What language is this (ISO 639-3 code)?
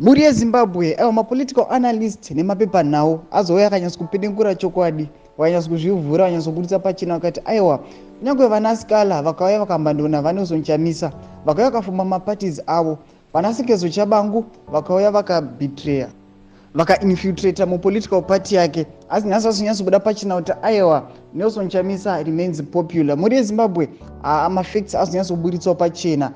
sna